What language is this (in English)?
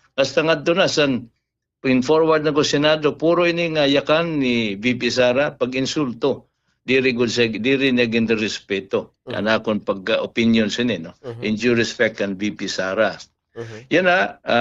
Waray